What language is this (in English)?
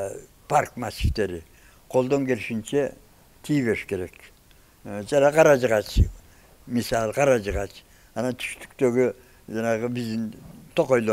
Kyrgyz